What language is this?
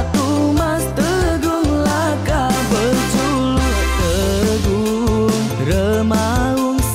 Iban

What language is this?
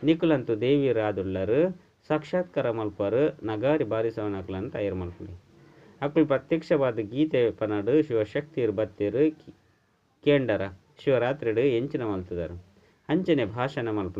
Tulu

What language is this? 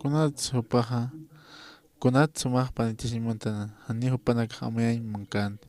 Aymara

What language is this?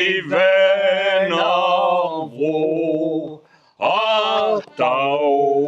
Breton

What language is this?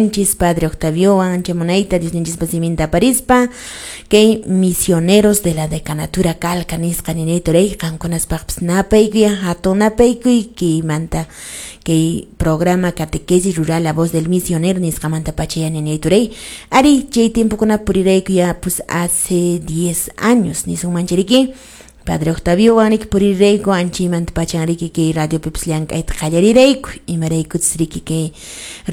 Quechua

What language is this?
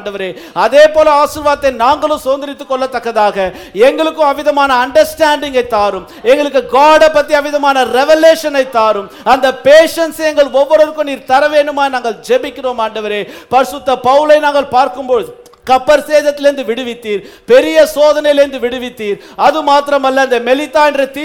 Tamil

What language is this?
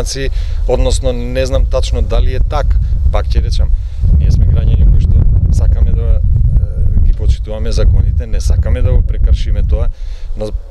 Macedonian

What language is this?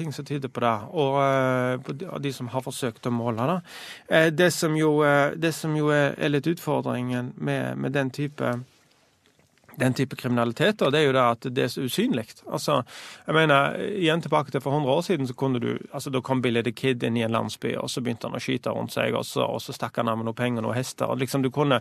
Norwegian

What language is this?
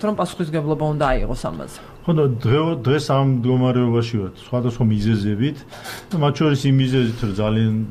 Georgian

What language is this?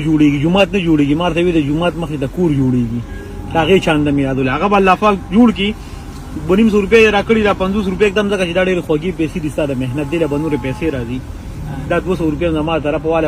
Pashto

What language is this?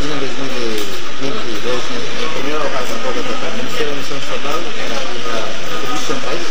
Tetum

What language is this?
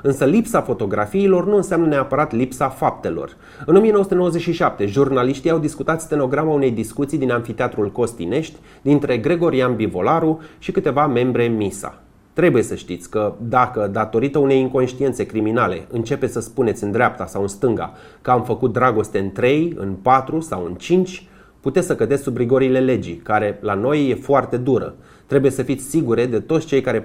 Romanian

